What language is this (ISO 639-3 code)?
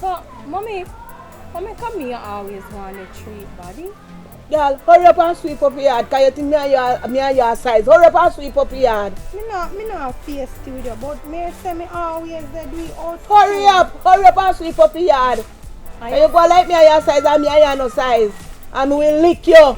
jam